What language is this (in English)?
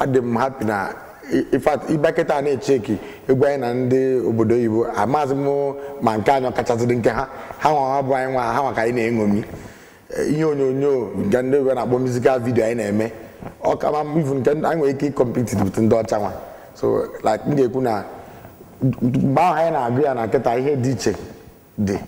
Igbo